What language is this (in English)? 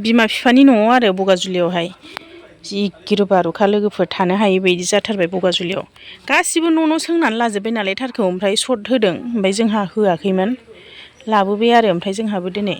Bodo